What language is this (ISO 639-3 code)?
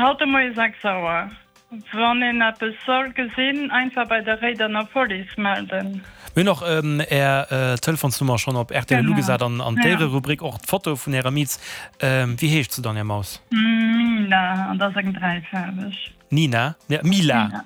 ltz